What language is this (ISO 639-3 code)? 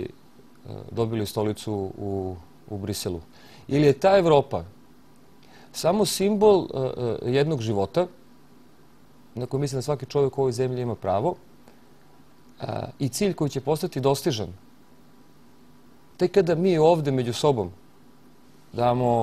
srp